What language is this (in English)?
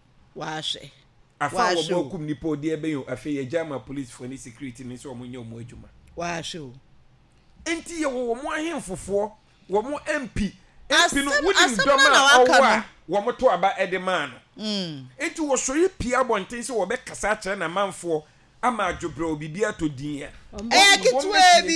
Akan